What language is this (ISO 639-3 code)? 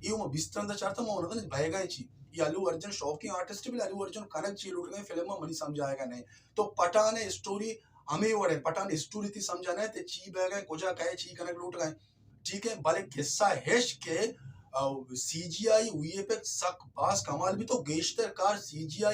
bal